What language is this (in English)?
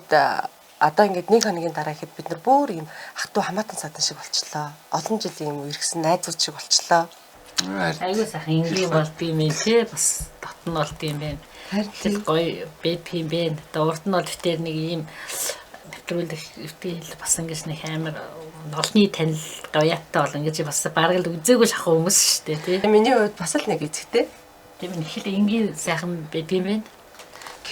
Mongolian